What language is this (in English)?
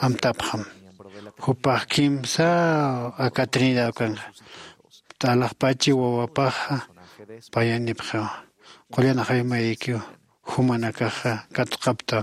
Aymara